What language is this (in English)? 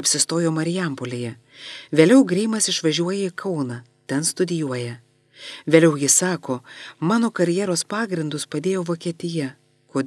Lithuanian